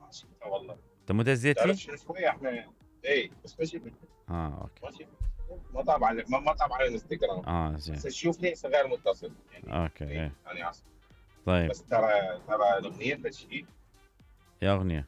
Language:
Mesopotamian Arabic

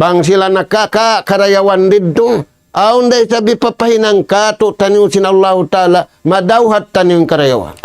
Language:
Tausug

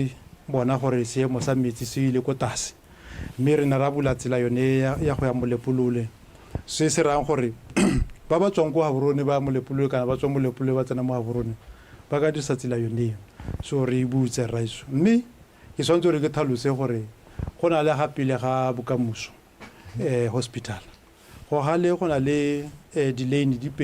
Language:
Tswana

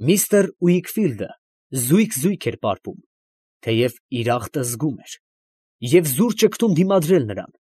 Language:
Armenian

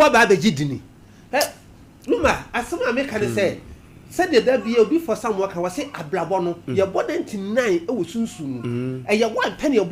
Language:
Akan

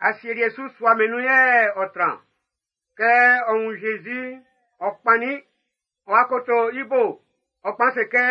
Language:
Baoulé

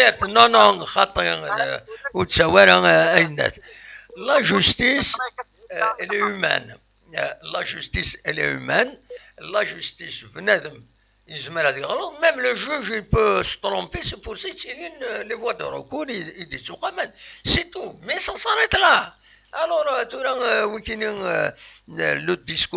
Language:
Kabyle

